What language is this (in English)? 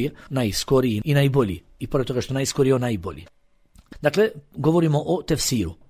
Bosnian